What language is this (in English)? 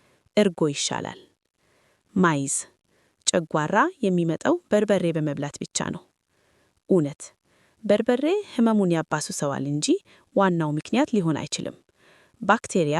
Amharic